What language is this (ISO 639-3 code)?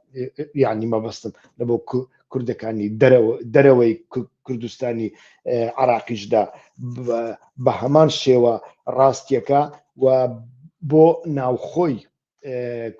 ckb